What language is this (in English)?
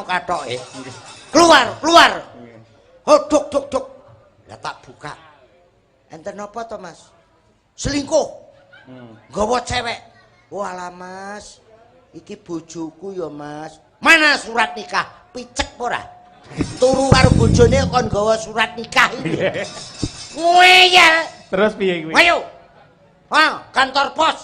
Javanese